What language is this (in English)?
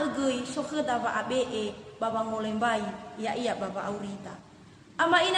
Nias